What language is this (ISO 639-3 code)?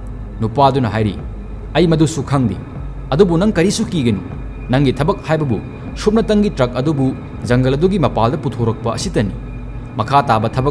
mni